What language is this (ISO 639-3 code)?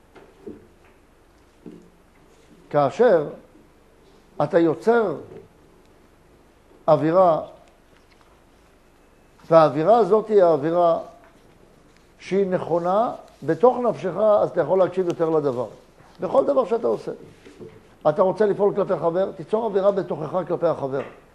heb